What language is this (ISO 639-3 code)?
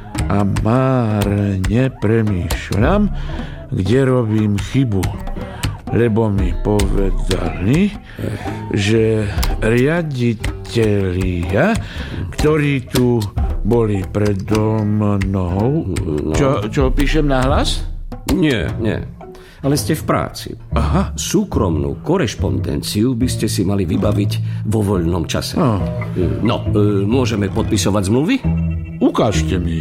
slk